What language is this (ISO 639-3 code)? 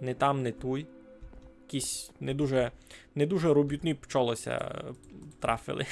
rue